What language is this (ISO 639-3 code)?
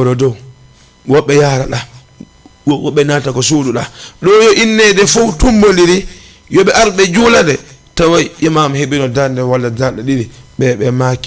ful